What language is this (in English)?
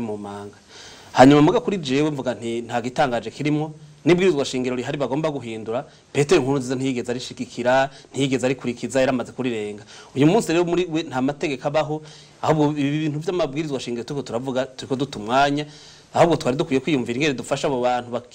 Rundi